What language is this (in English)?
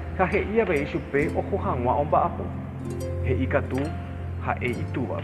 Guarani